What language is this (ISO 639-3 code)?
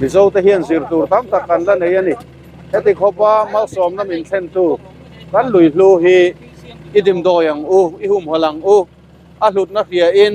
lus